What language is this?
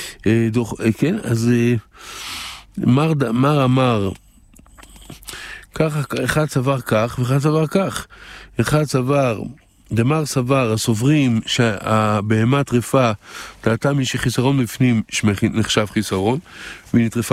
Hebrew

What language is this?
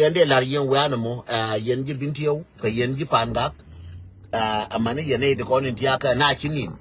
Nuer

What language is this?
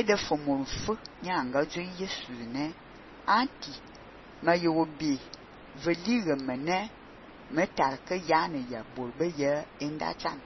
Fang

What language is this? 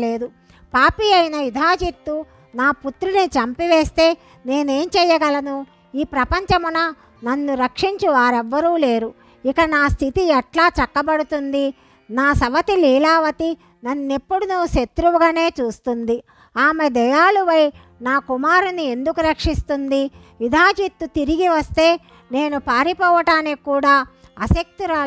Telugu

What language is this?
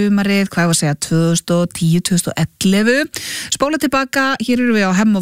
Icelandic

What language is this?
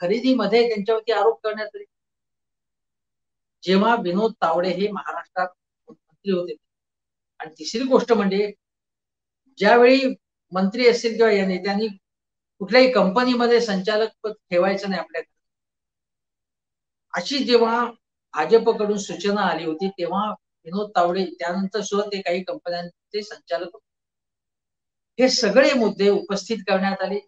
Marathi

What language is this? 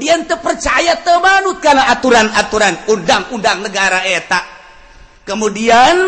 Sundanese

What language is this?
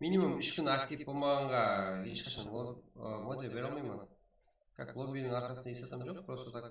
Kara-Kalpak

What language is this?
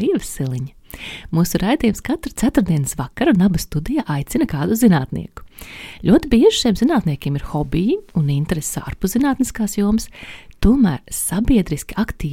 Latvian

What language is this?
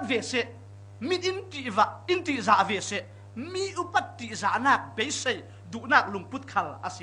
Falam Chin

